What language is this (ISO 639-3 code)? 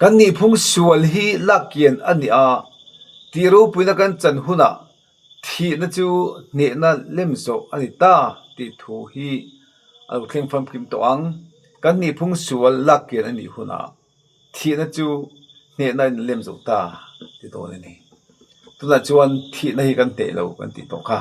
lus